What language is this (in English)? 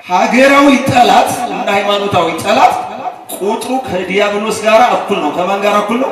Amharic